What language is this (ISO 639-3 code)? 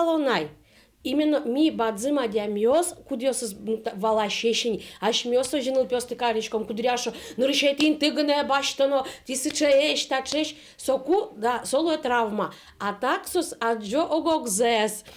udm